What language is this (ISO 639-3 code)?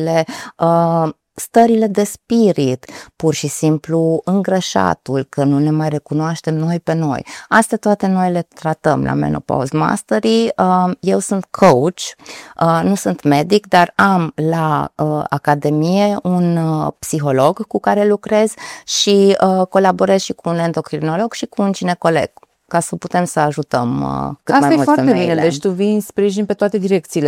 ron